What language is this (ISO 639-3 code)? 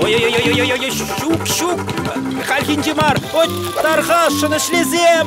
chv